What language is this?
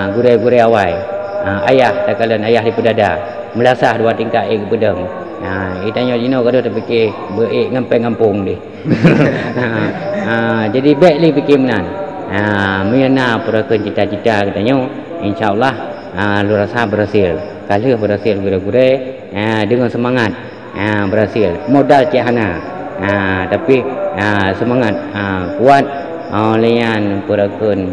Achinese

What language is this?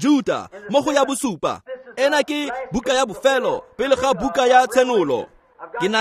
Tswana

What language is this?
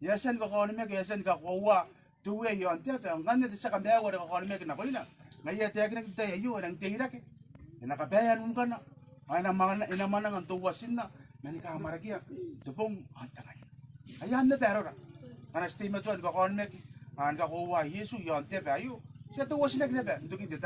Gilbertese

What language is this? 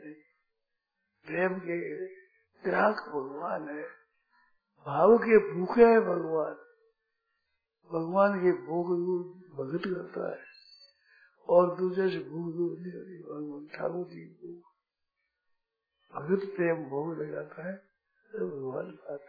Hindi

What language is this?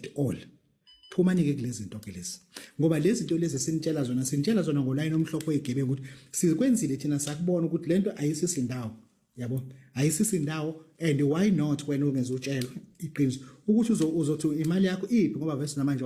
Zulu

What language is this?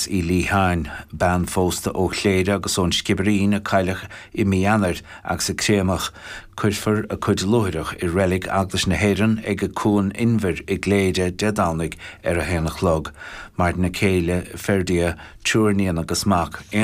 Irish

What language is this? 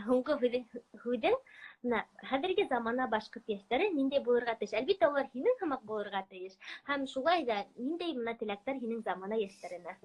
Bashkir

